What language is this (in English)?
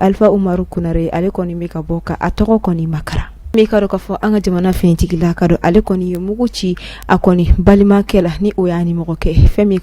Bambara